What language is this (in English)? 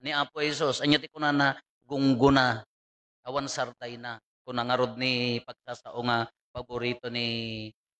Iloko